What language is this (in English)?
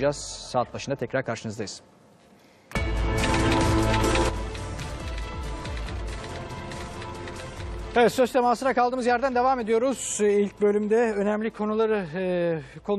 Turkish